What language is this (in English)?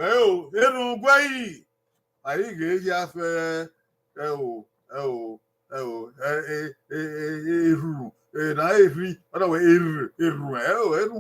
Bini